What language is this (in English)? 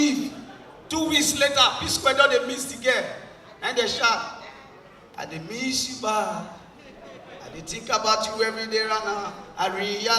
Nigerian Pidgin